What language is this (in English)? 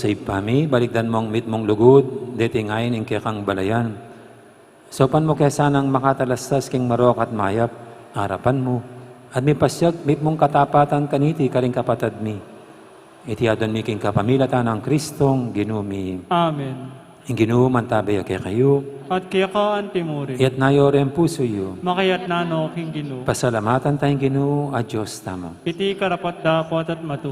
Pampanga